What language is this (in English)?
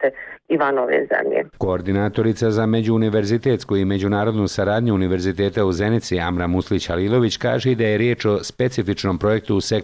Bosnian